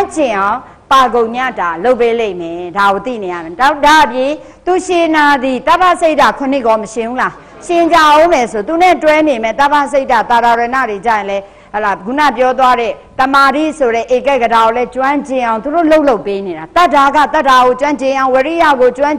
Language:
Burmese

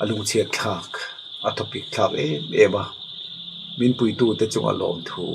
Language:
Mizo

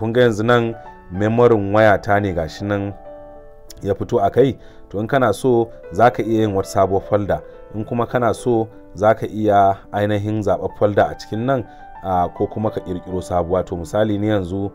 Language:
Hausa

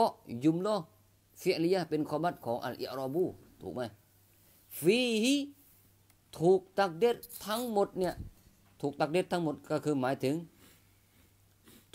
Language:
Thai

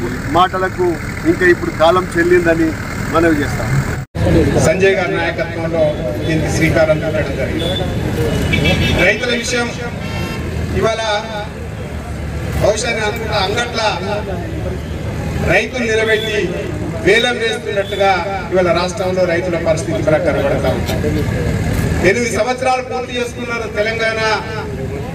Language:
Telugu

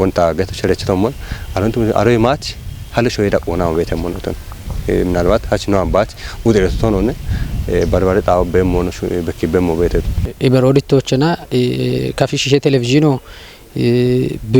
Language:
Kafa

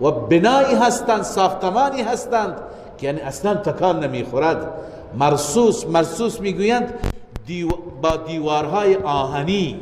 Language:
Persian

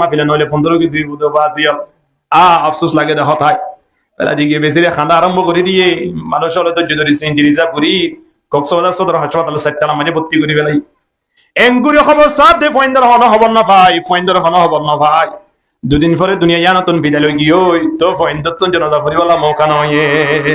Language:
Rohingya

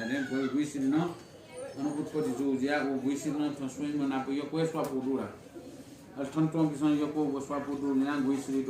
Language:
Newari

